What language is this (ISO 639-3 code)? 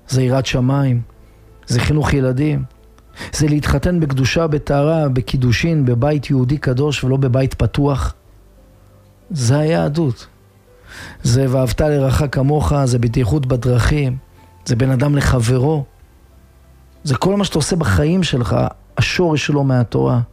heb